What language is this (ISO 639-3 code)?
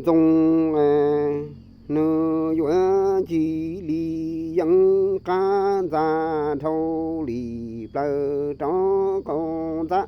hmn